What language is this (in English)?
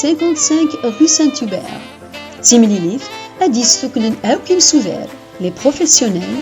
Kabyle